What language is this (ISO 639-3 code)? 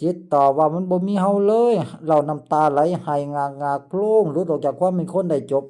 lao